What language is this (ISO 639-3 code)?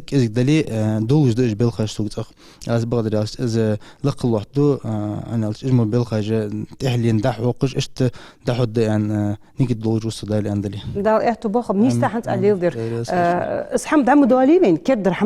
inh